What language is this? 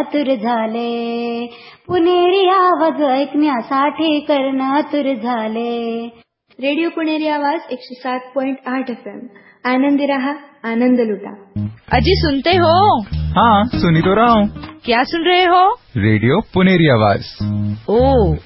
Marathi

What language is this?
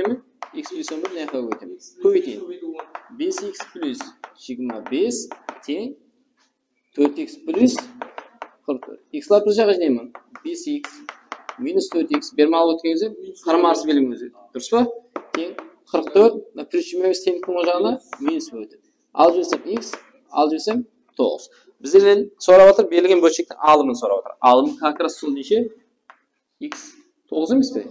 Kara-Kalpak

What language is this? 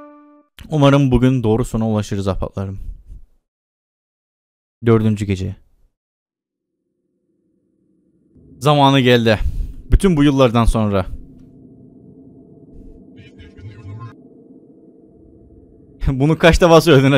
Turkish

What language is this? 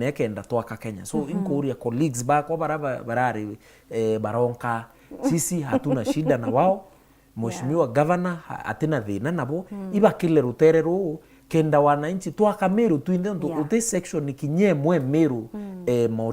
Meru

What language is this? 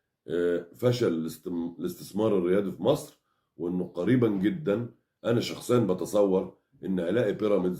Egyptian Arabic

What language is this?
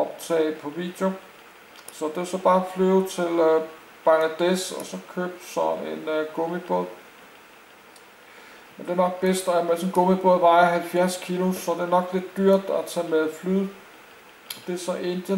Danish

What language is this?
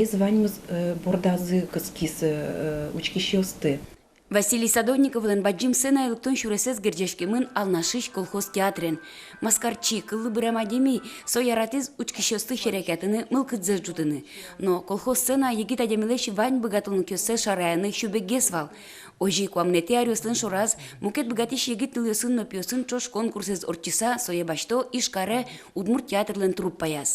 Udmurt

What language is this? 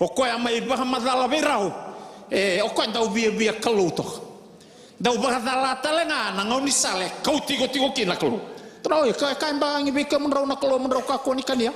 Fijian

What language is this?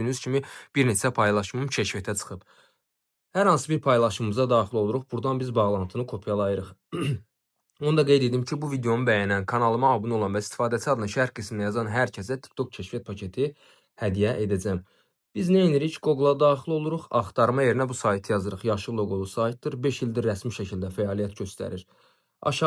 Azerbaijani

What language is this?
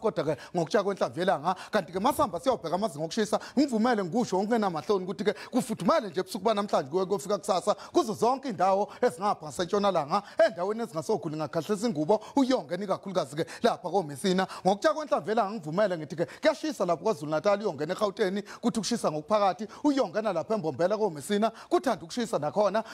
Zulu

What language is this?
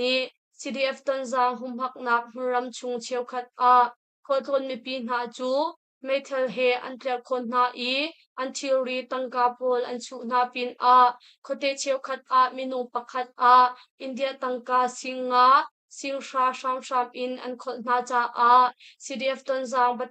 Hakha Chin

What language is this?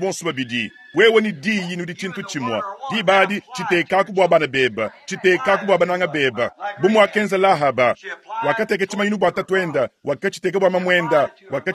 Luba-Lulua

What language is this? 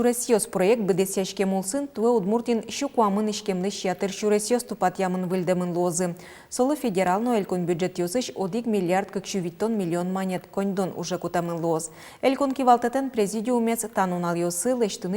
Udmurt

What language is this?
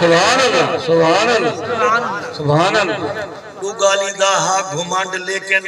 Saraiki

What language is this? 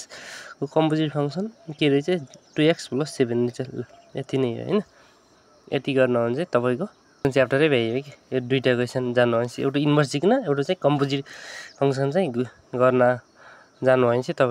Nepali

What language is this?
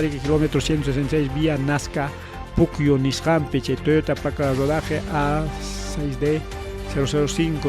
Ayacucho Quechua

